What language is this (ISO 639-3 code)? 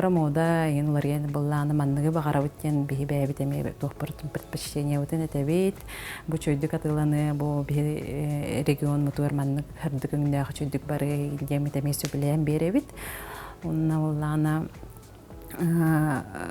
sah